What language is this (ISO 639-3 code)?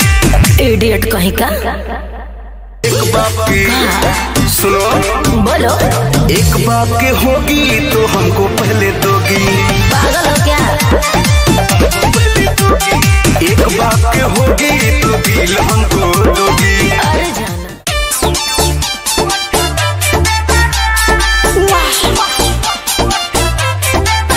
bho